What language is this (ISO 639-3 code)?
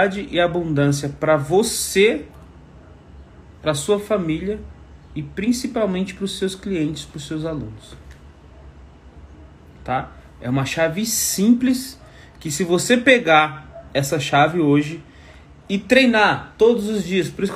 por